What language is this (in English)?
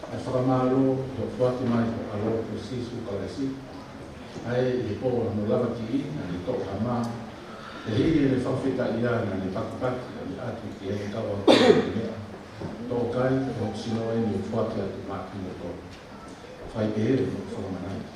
Tongan